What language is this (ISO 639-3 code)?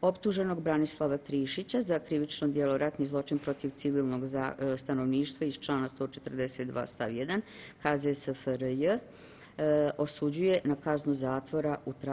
bos